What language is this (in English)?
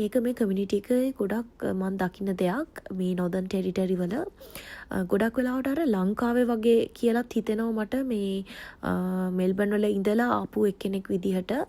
Sinhala